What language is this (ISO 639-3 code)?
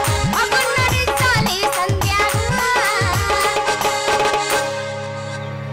kan